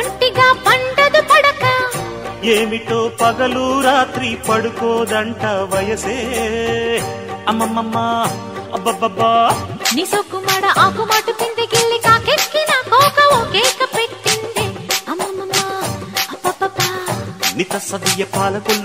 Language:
Telugu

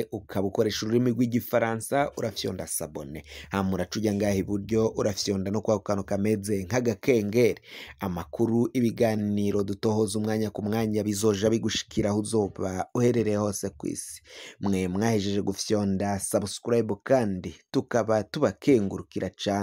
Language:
Rundi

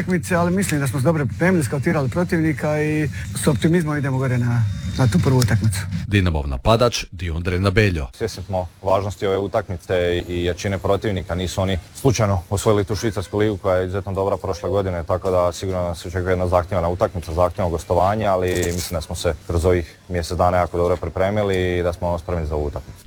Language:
Croatian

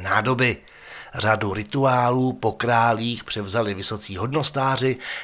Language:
Czech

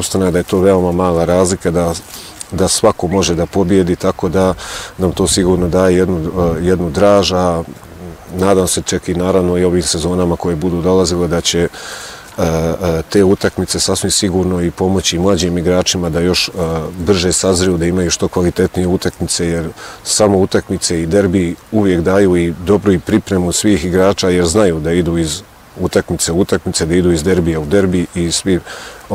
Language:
Bosnian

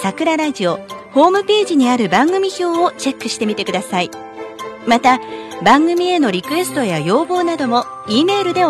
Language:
Japanese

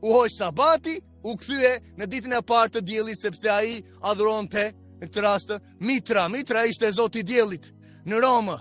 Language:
Albanian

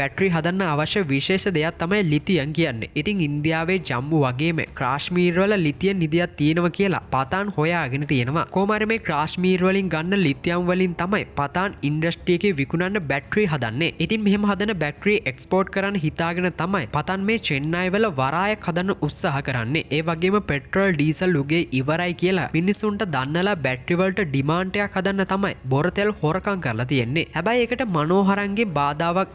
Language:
Sinhala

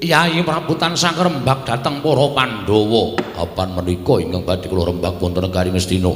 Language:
Javanese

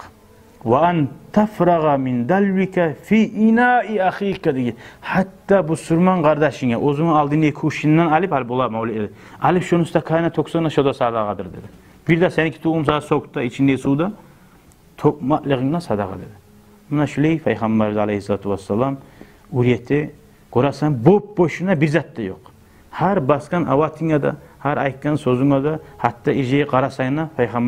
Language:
Kumyk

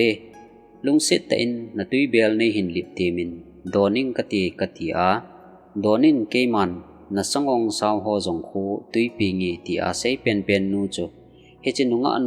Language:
Thado Chin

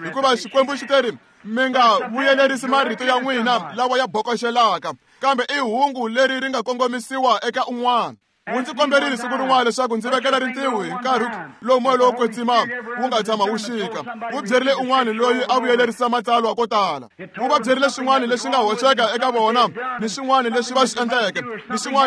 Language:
Tsonga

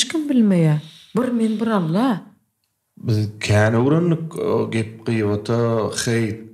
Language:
Turkmen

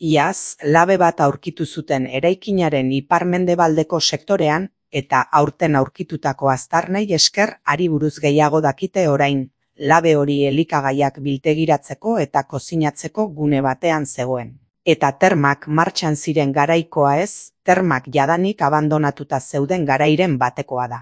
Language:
Basque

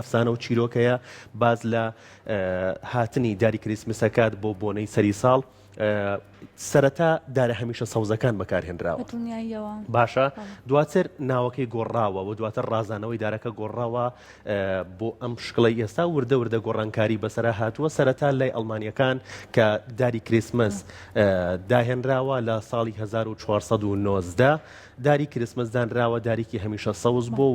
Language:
Central Kurdish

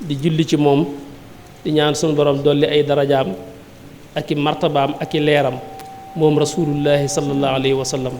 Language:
Wolof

